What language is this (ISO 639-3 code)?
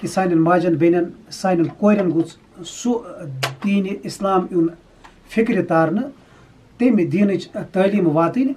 kas